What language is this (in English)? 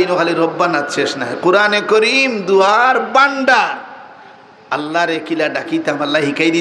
Sylheti